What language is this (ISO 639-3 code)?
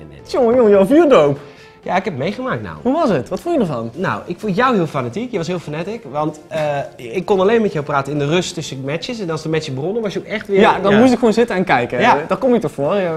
nld